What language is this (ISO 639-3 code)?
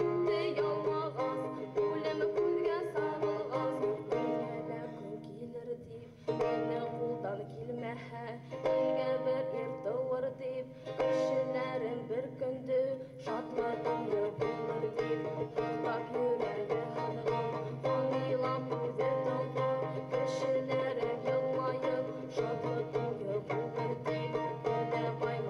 bak